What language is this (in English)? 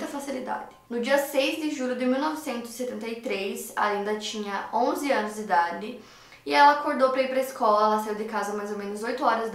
Portuguese